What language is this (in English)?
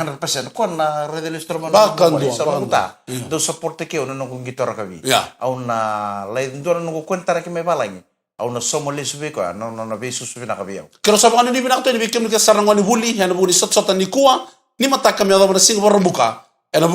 Fijian